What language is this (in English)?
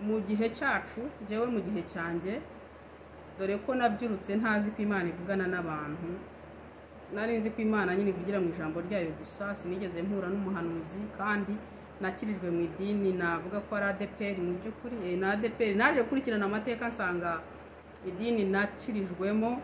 Kinyarwanda